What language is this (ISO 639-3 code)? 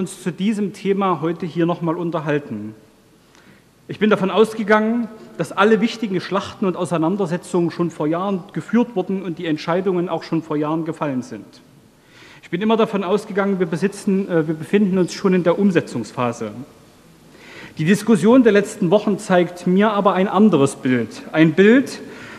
deu